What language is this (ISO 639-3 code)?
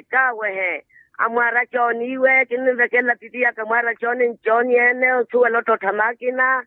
vmw